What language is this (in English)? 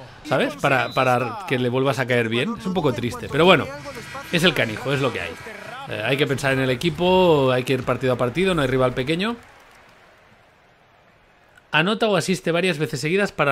Spanish